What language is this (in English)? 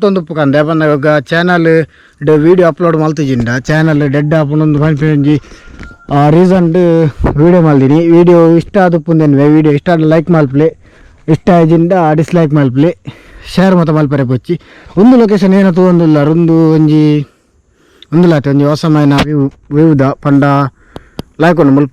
Tulu